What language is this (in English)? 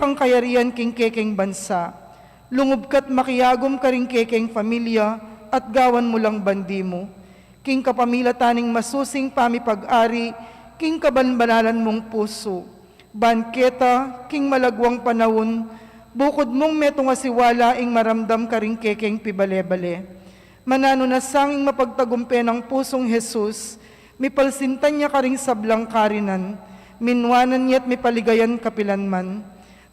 Pampanga